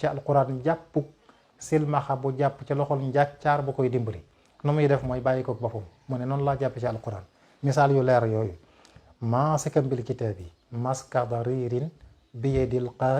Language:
Wolof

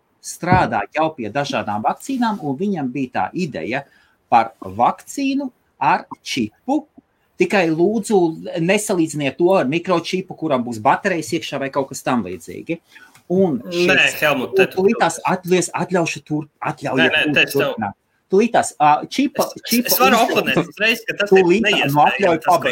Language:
Latvian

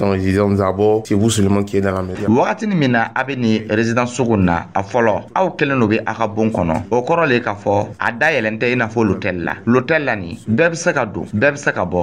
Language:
Dyula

